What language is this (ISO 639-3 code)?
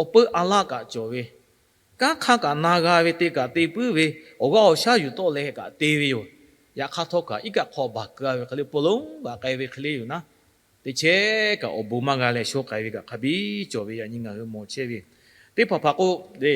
lhu